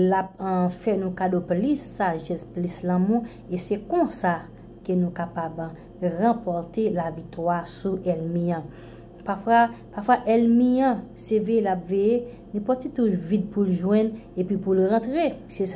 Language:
Haitian Creole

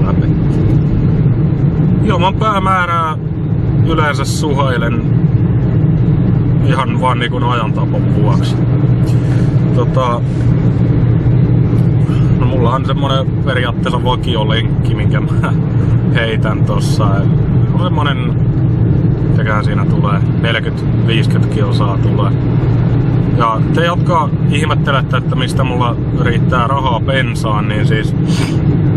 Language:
Finnish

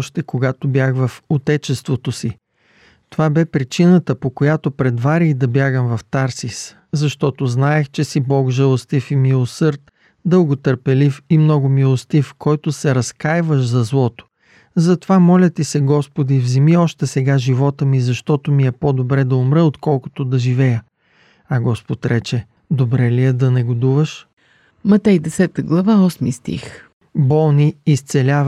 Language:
Bulgarian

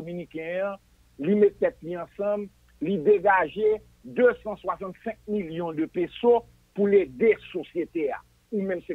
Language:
Haitian Creole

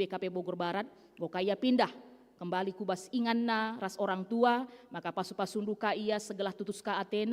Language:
Batak Karo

